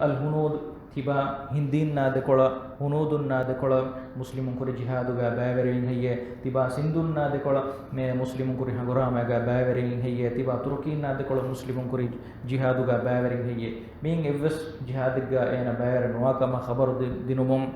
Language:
Divehi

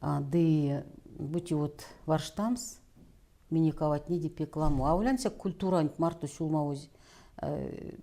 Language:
Erzya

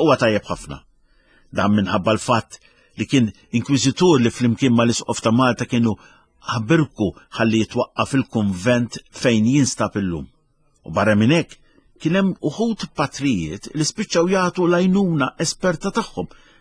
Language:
Maltese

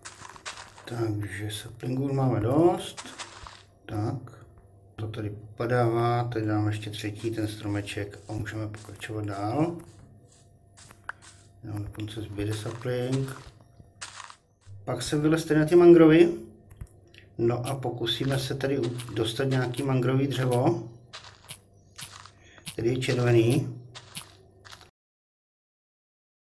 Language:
Czech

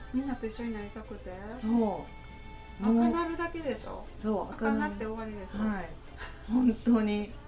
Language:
Japanese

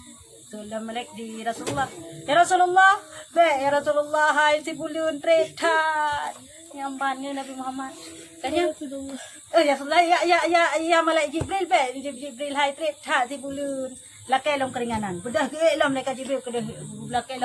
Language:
Achinese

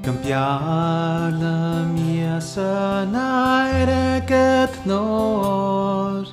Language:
Scottish Gaelic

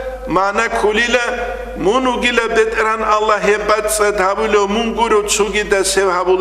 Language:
Avaric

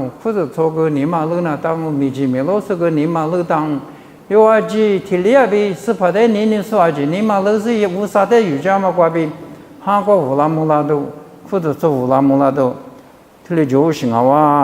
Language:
Lisu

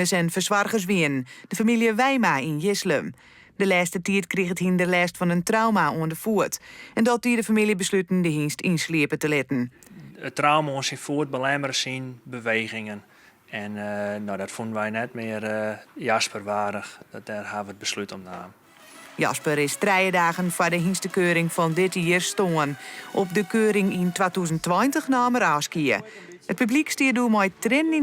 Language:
Western Frisian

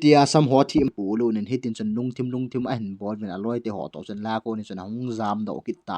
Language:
Thado Chin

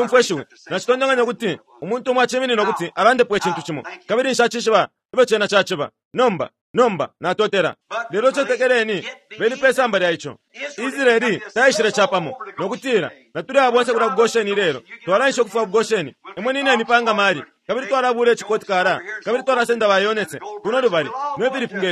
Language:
Bemba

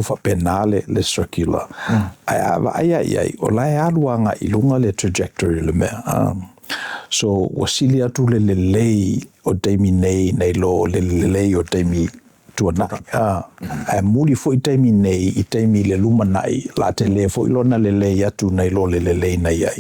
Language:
Samoan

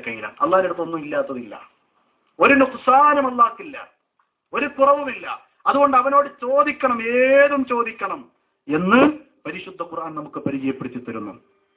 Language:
Malayalam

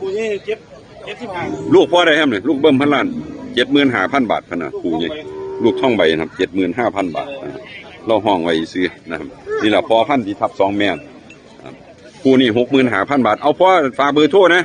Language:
Northeastern Thai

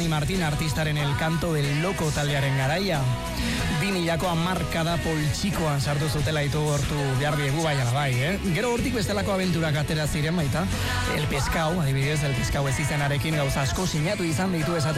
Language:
Basque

